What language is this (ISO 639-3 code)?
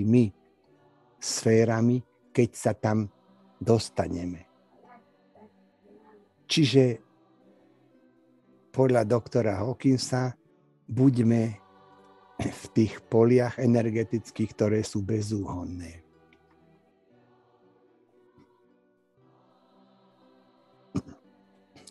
slk